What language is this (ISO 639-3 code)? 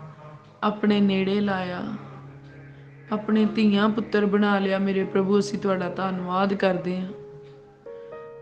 pan